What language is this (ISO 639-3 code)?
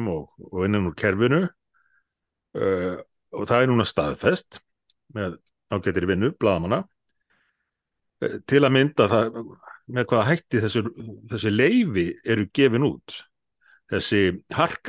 isl